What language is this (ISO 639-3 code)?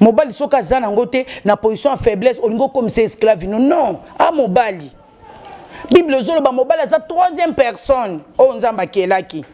lin